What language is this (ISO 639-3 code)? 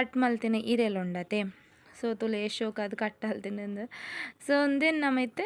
tcy